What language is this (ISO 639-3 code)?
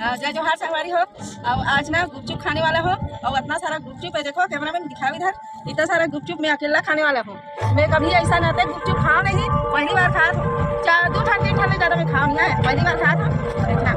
hne